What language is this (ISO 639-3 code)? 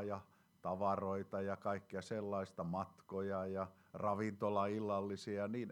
fin